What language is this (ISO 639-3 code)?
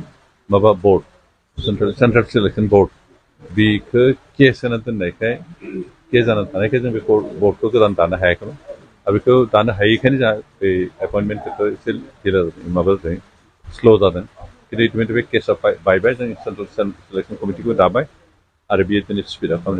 brx